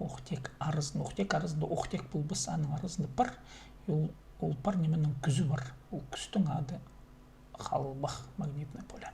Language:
Khakas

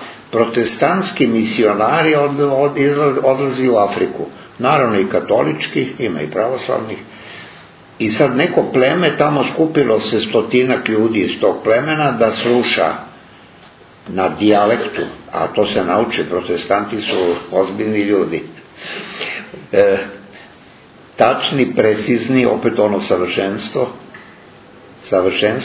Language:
Serbian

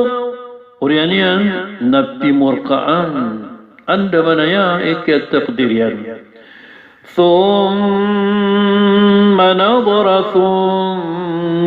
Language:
Maranao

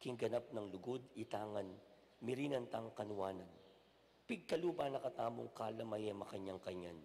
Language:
Pampanga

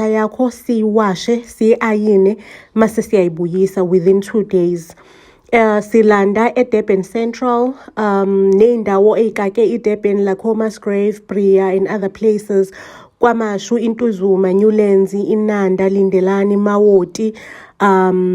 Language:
Zulu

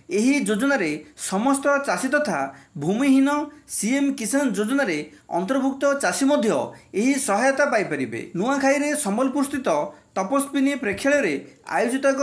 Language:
Odia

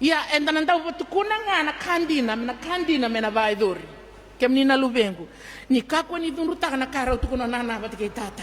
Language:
Fijian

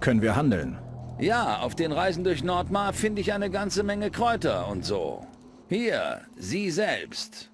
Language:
Bavarian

